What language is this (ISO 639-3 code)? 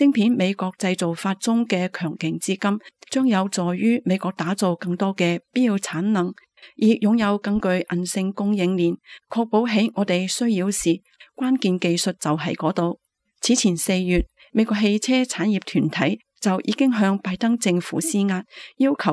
yue